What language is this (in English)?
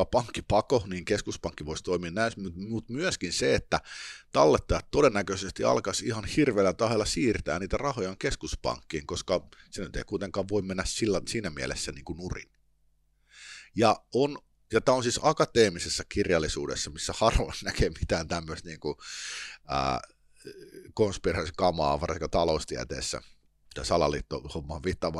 Finnish